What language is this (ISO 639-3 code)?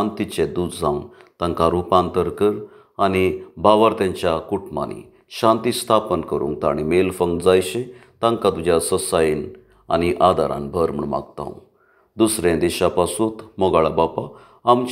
kok